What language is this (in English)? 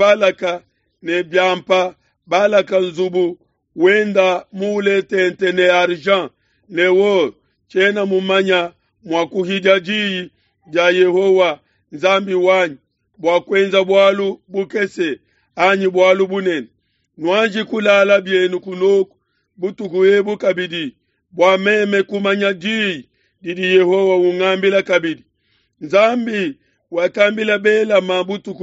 Luba-Lulua